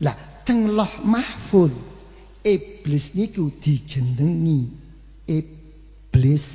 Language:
Javanese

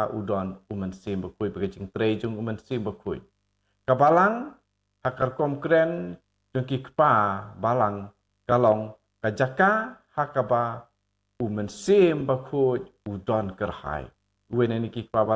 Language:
Khasi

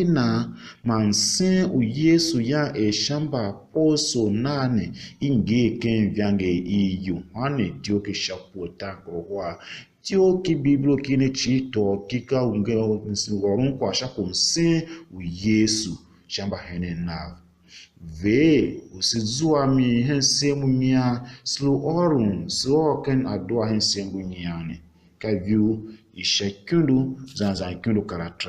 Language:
Tiv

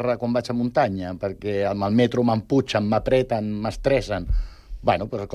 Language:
Catalan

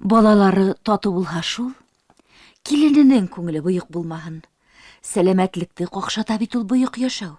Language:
Bashkir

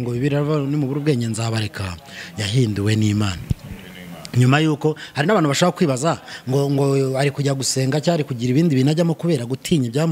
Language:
Kinyarwanda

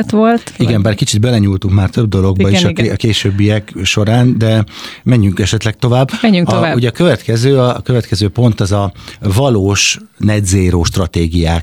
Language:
Hungarian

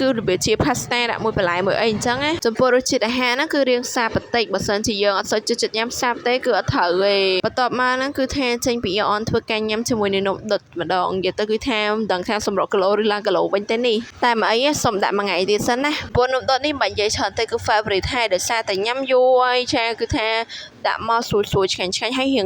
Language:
Khmer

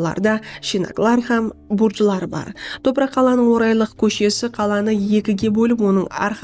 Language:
Kara-Kalpak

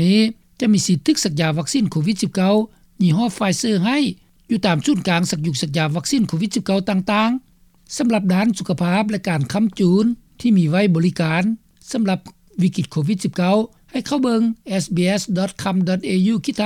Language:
Lao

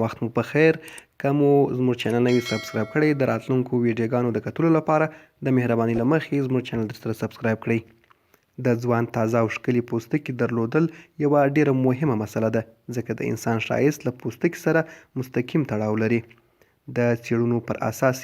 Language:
Pashto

